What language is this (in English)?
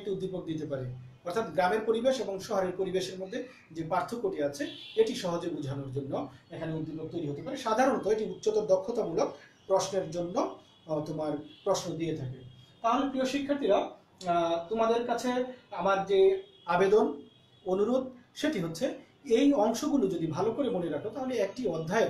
Bangla